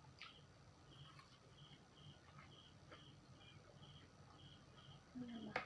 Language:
Northeastern Thai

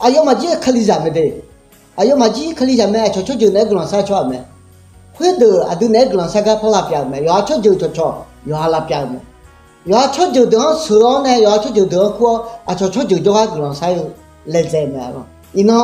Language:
Akha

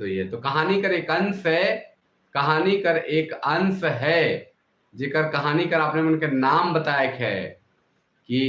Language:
Sadri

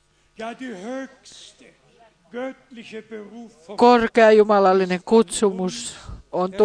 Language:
Finnish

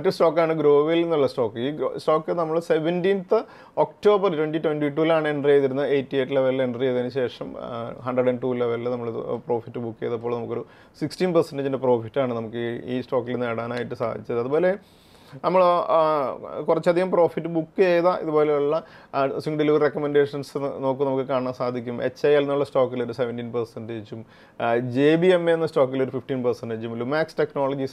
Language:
Malayalam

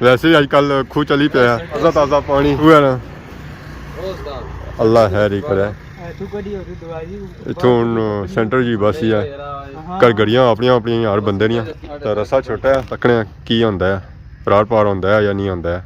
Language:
Pahari-Potwari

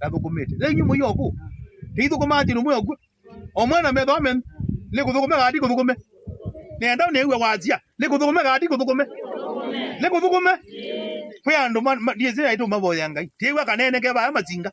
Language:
Kamba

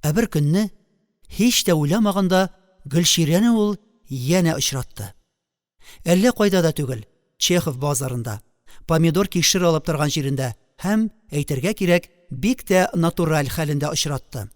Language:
Tatar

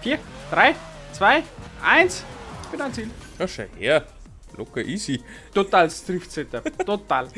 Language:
Bavarian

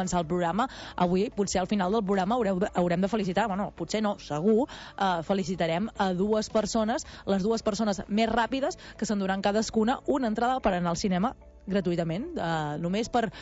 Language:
Catalan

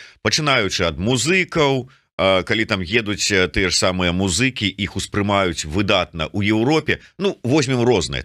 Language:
Belarusian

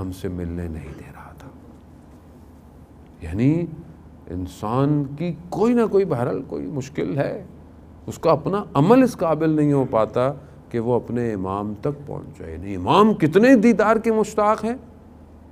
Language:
Urdu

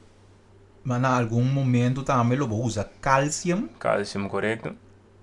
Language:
Papiamento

